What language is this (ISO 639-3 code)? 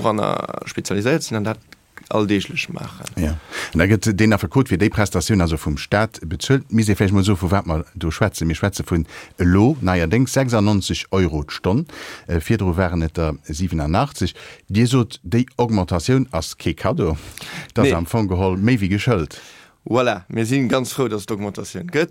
ltz